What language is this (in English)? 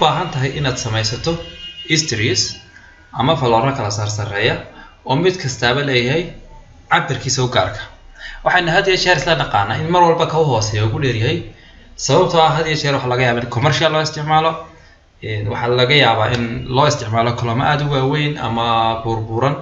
Somali